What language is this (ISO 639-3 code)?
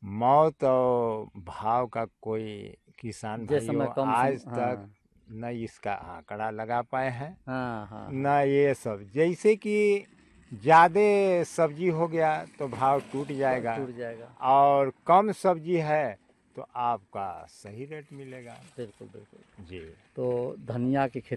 hin